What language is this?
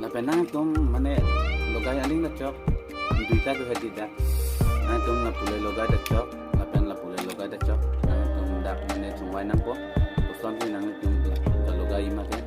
Karbi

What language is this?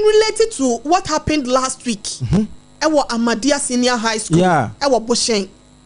Akan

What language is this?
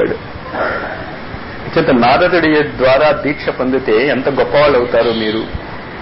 Telugu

